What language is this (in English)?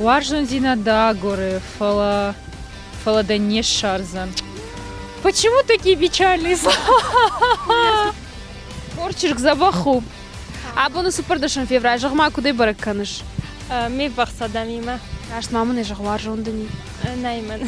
Ossetic